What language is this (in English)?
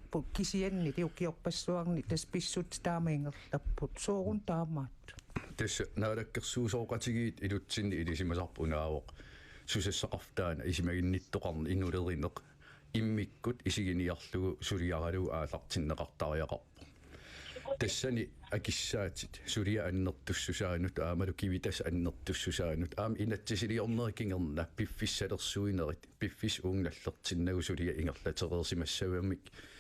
Kalaallisut